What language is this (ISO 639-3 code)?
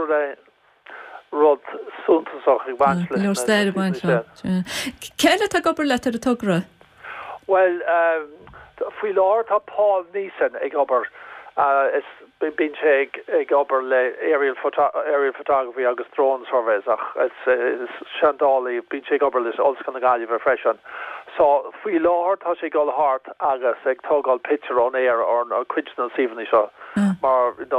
gle